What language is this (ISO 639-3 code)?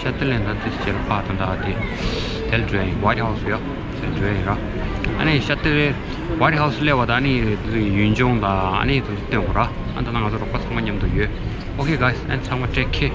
bod